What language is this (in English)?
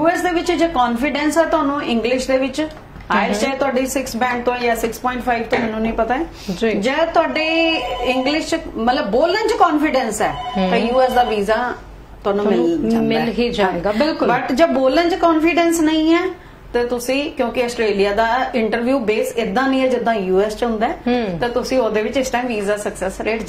Punjabi